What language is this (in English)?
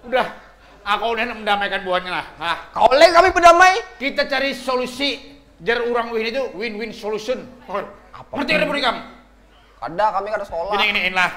Banjar